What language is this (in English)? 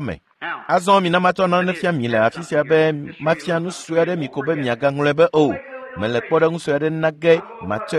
Ewe